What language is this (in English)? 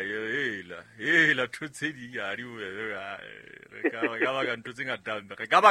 Southern Sotho